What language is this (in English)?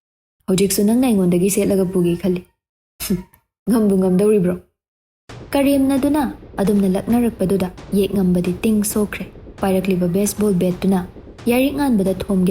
Manipuri